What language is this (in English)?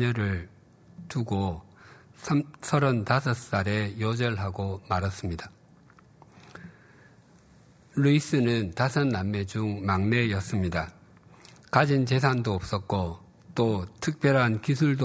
Korean